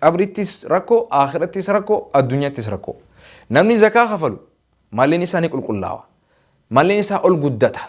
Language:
Oromo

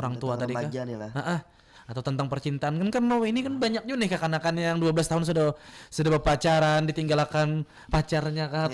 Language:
Banjar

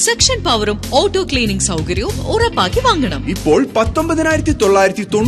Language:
Malayalam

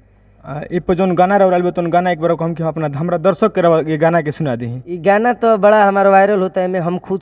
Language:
Bhojpuri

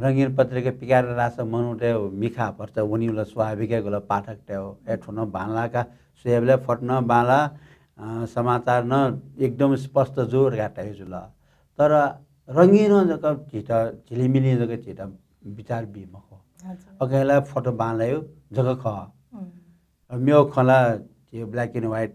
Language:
Newari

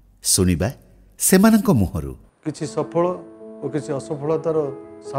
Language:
Odia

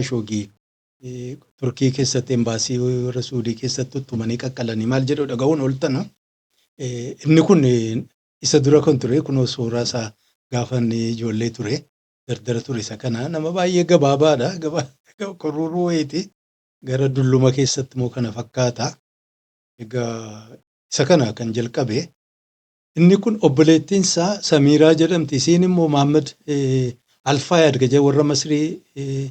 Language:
Oromo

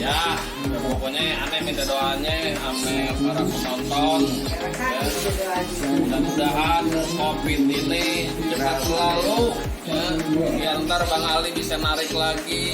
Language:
Betawi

